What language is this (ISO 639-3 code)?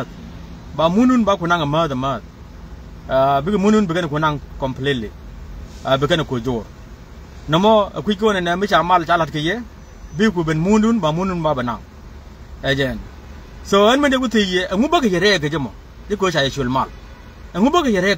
nus